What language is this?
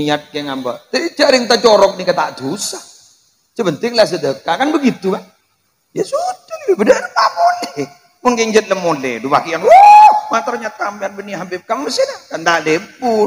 Madurese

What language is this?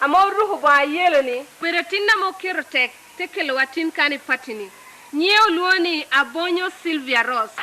Lango (Uganda)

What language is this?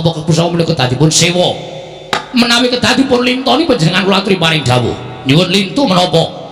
Javanese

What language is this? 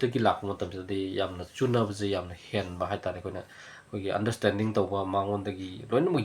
Manipuri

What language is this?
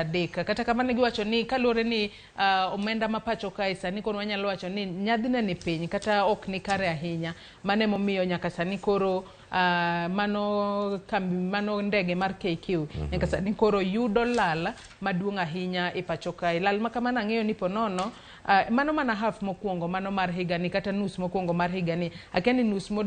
Luo (Kenya and Tanzania)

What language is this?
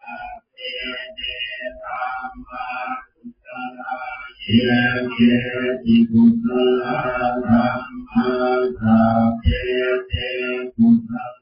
Pali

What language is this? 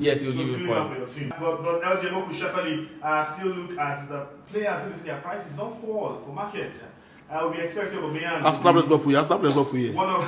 Nigerian Pidgin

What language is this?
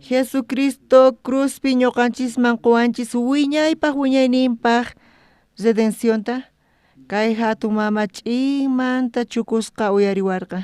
South Bolivian Quechua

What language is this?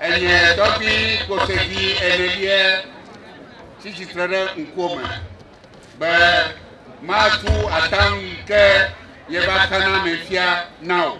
Ewe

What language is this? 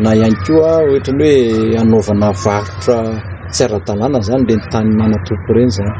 Malagasy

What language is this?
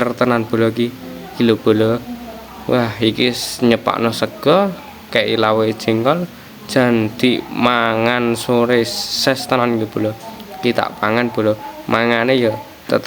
Javanese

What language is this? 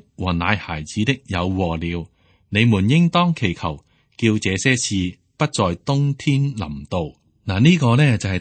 Cantonese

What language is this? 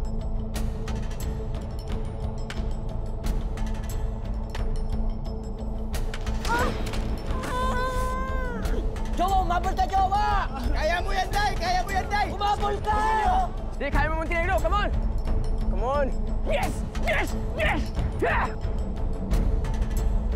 Filipino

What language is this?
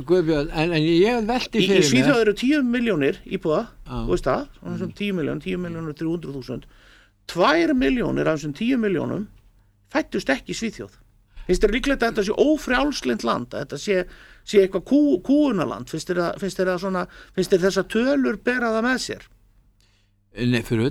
Icelandic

